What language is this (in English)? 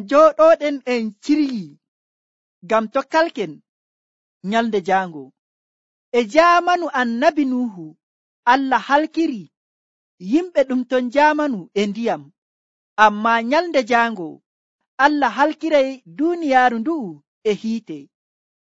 Nigerian Fulfulde